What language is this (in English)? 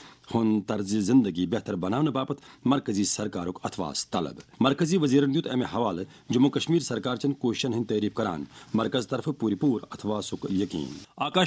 Kashmiri